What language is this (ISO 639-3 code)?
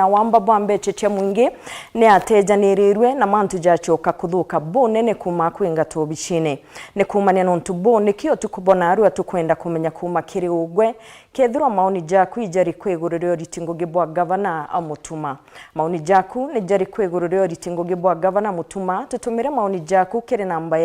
mer